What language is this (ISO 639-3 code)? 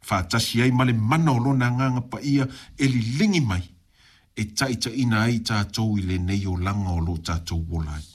smo